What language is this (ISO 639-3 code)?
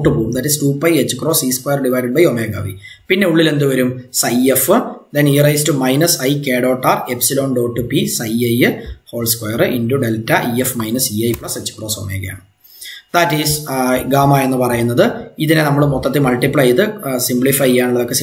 mal